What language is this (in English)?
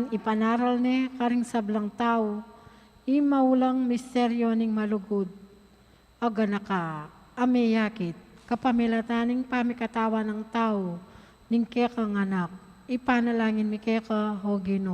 Pampanga